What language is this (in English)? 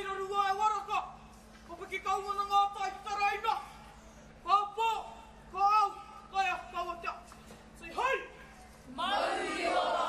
Māori